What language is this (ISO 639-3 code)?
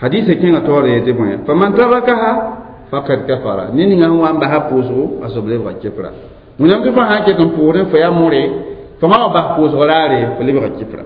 mos